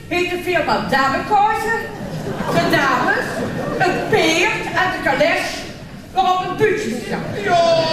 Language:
Limburgish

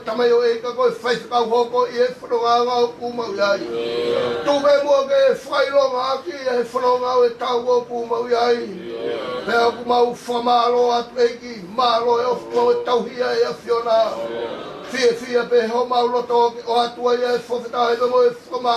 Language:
Tongan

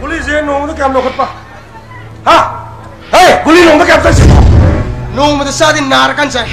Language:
Manipuri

